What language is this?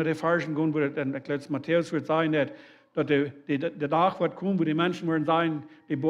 Plautdietsch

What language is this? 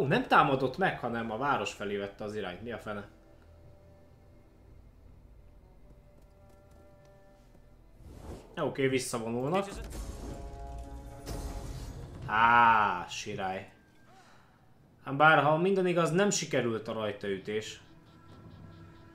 Hungarian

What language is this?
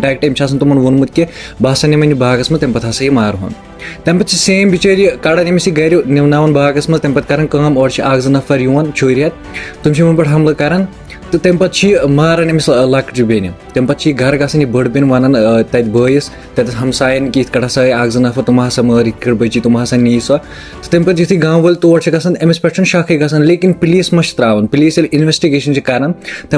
Kashmiri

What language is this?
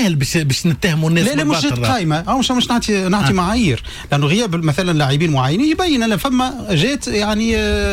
Tunisian Arabic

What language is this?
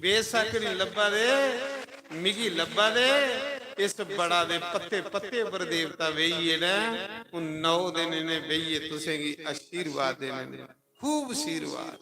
Dogri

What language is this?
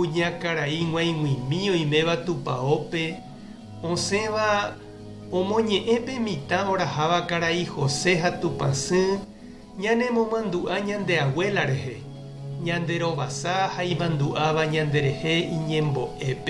Guarani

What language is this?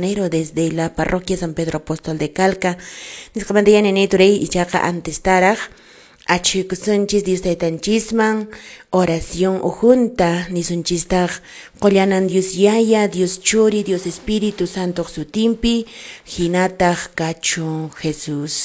Quechua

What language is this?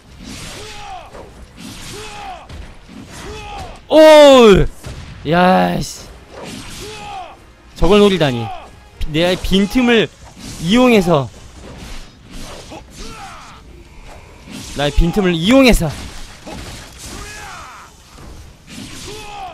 Korean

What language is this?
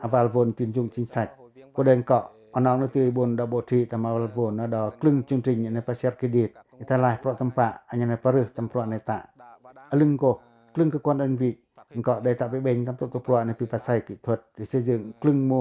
Pacoh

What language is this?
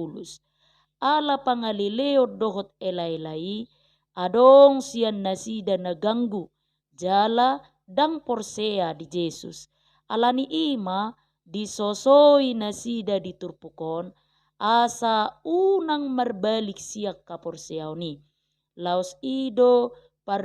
Batak Toba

